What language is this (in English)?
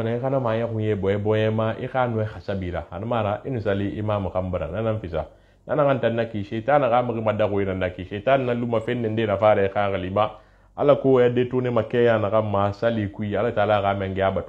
Susu